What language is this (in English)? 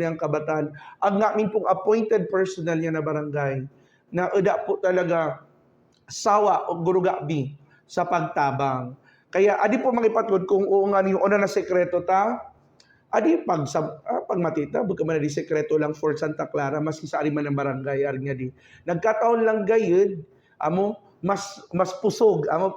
Buhi'non Bikol